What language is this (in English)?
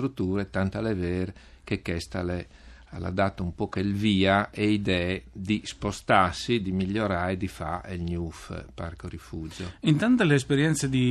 Friulian